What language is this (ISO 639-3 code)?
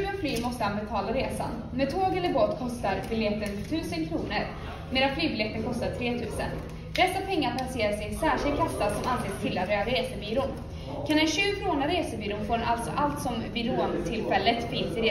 swe